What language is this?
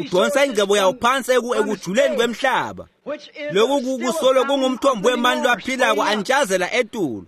Swati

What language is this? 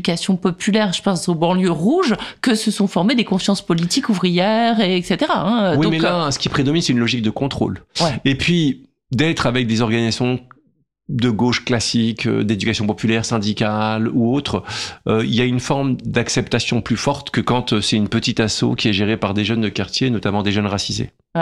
French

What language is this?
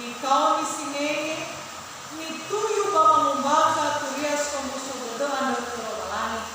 Nias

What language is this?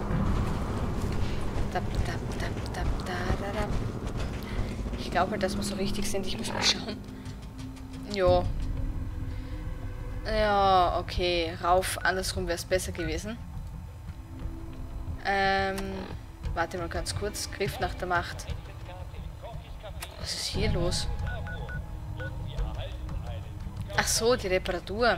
German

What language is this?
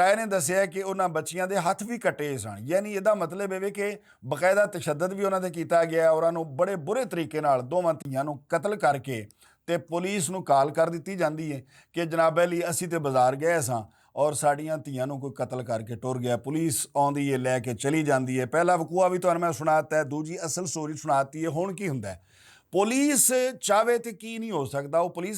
Western Panjabi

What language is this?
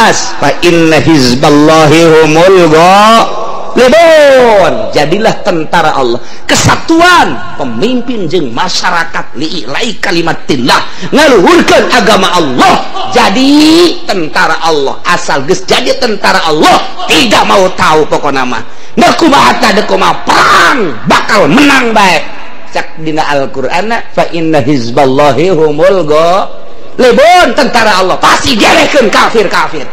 Sundanese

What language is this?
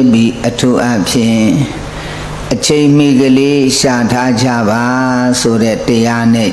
Burmese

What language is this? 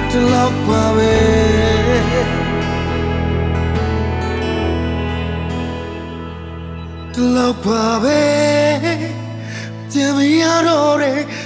Burmese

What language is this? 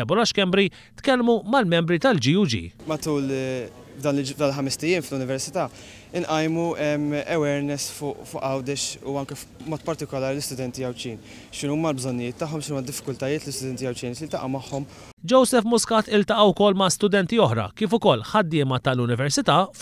Maltese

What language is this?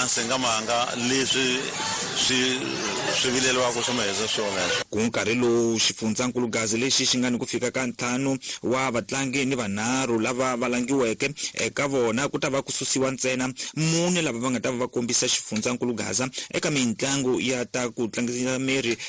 Tsonga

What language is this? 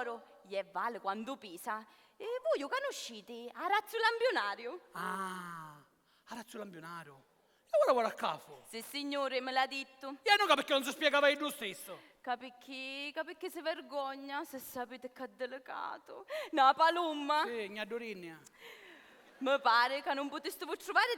Sicilian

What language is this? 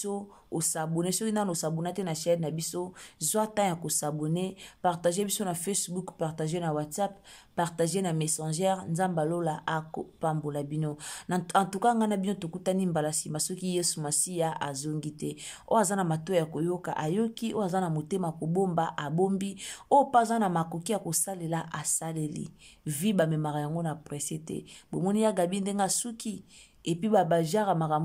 Lingala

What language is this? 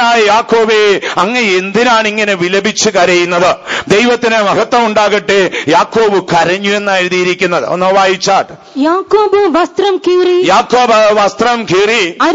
Malayalam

